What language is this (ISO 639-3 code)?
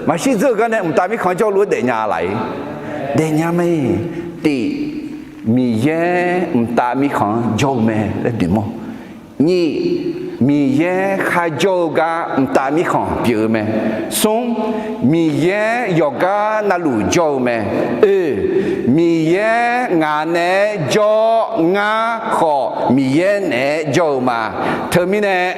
ahk